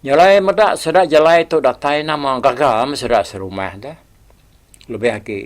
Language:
Iban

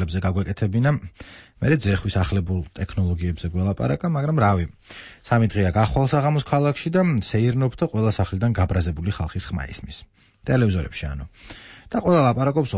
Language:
Georgian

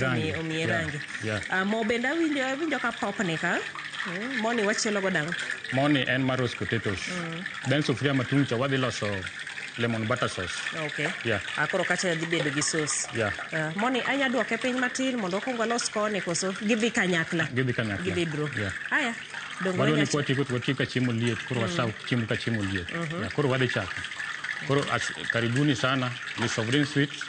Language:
Luo (Kenya and Tanzania)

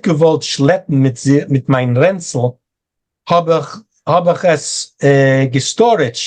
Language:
Yiddish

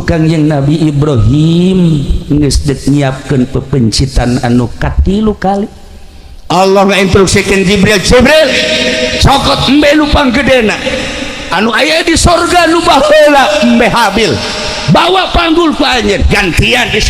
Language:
Sundanese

